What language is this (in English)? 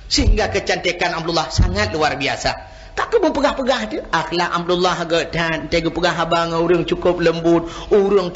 Achinese